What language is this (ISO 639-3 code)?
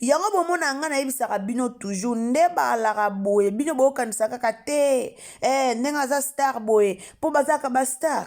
lin